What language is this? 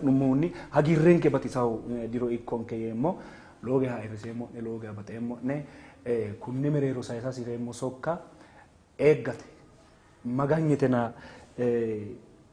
Sidamo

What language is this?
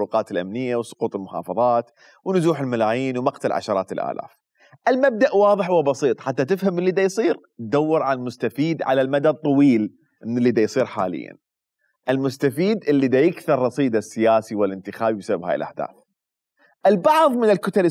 Mesopotamian Arabic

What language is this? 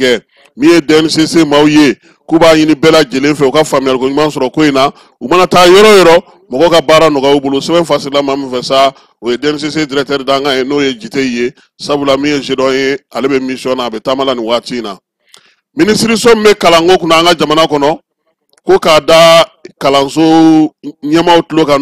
Bambara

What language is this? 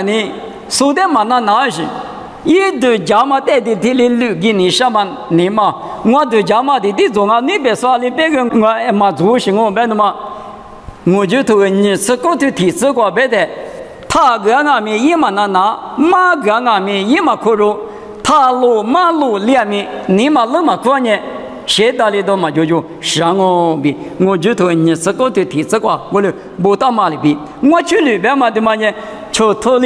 Lisu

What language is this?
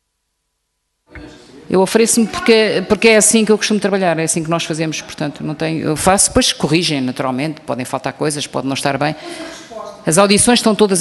Portuguese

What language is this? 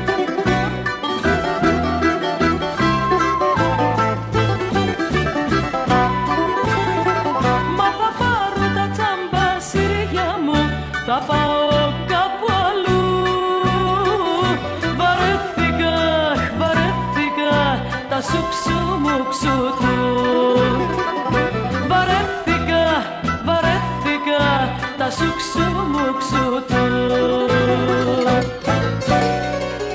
Greek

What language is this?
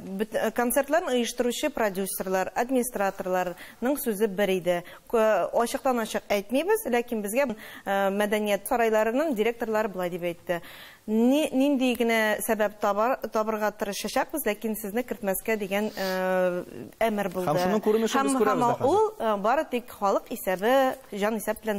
Tatar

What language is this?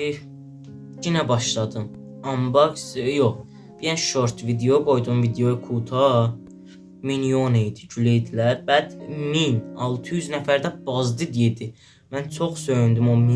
South Azerbaijani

